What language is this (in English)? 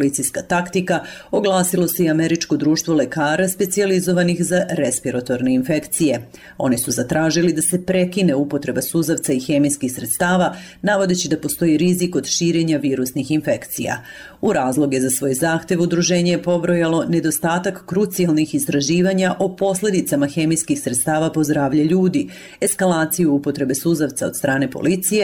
Serbian